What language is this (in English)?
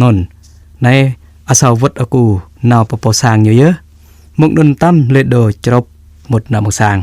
Jarai